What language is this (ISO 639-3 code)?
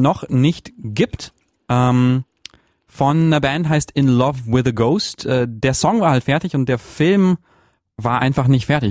deu